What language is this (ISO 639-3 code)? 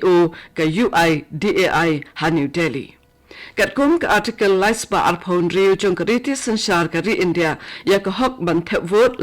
kha